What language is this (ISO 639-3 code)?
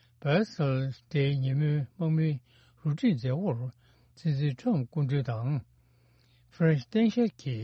bod